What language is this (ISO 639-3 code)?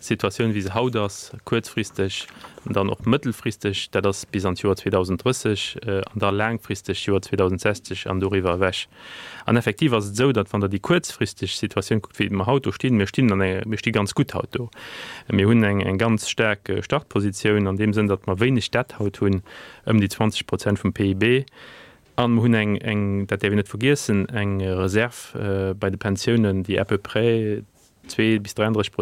ltz